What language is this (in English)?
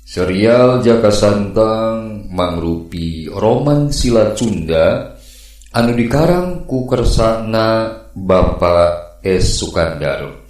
Sundanese